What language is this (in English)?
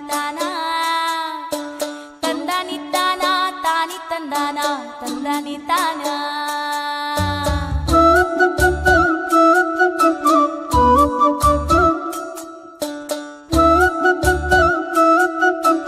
Kannada